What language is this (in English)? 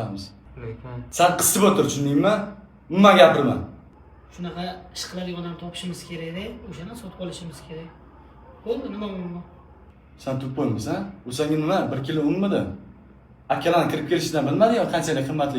Uzbek